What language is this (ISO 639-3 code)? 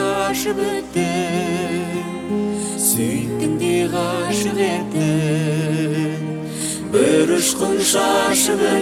kaz